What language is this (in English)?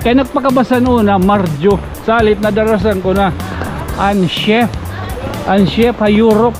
Waray